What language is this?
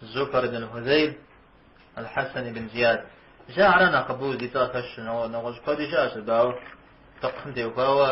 Kabardian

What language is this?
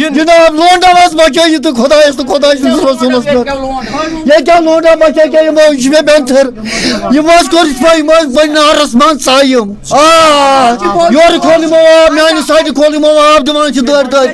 Kashmiri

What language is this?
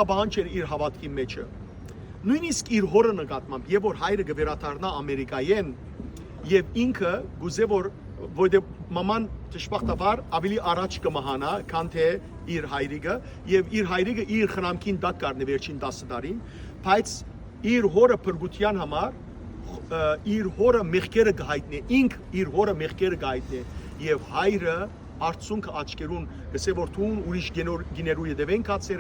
Western Armenian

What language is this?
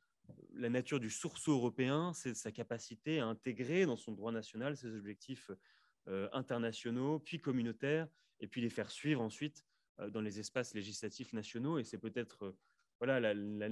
French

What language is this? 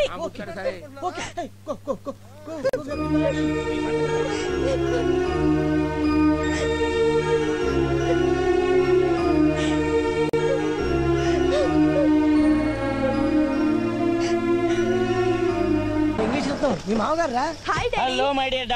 Telugu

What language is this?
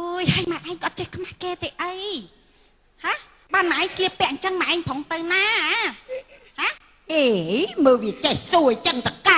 Khmer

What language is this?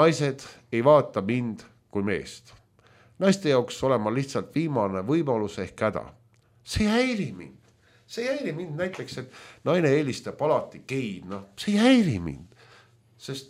Estonian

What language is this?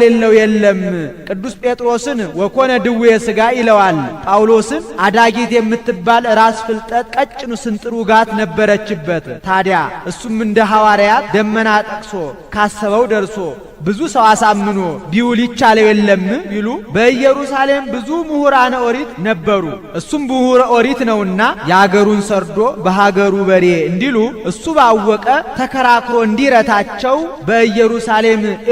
Amharic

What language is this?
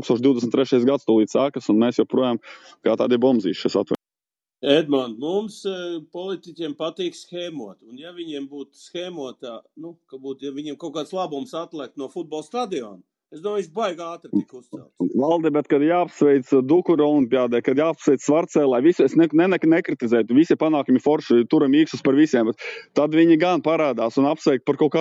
Latvian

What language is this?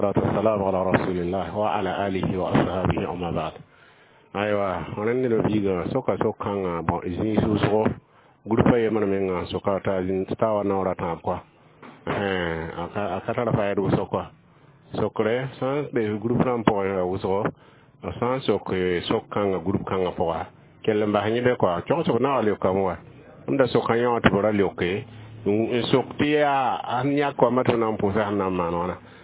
Mossi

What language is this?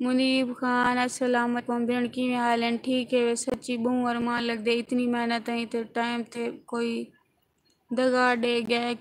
Saraiki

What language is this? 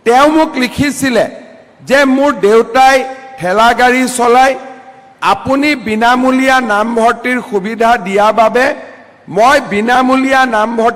Assamese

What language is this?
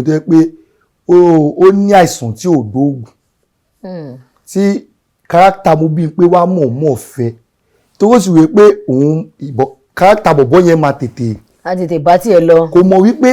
Yoruba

